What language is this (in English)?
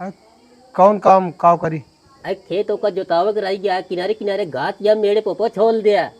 Awadhi